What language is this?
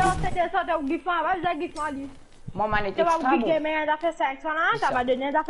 Morisyen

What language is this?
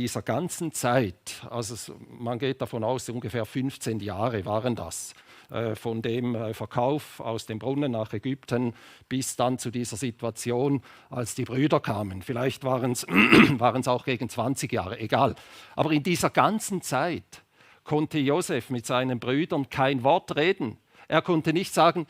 Swiss German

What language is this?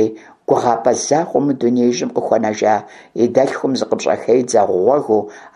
Kabardian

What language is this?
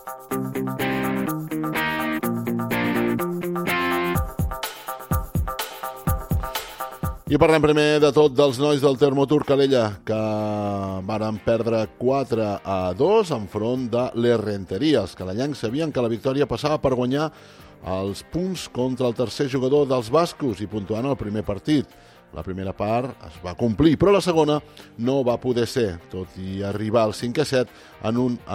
Catalan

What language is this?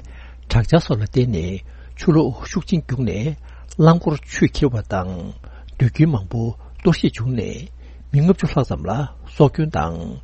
Tibetan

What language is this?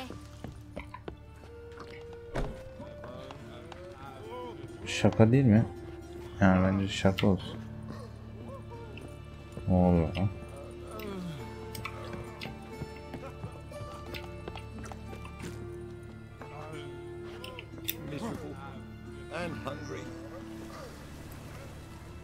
Turkish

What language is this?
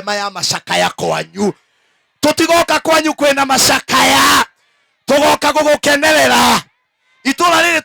Kikuyu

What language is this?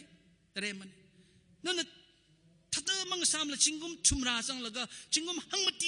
Tangkhul Naga (India)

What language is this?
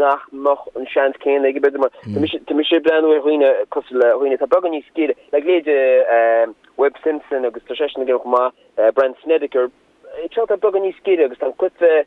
Irish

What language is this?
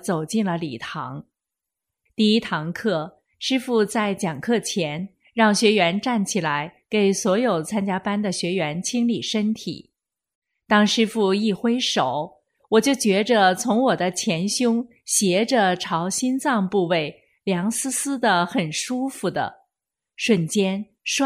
Chinese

